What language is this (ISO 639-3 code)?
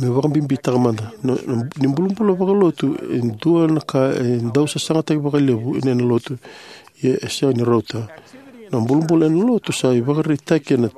fij